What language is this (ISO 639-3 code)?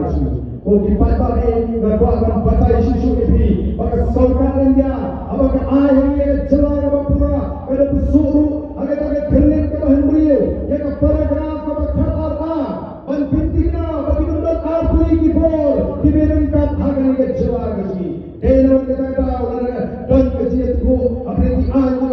kha